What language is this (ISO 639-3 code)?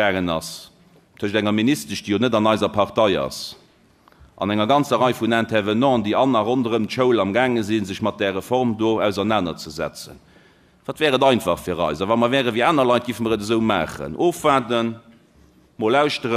ltz